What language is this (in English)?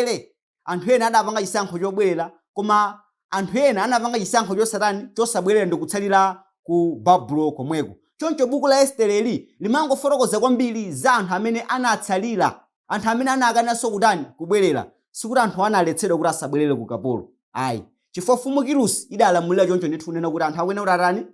Nyanja